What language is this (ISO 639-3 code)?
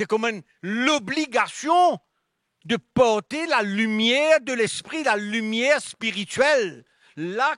mfe